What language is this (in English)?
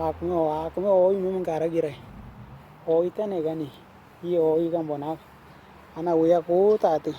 Western Dani